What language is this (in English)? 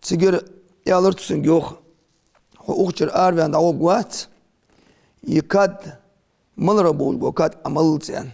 Ingush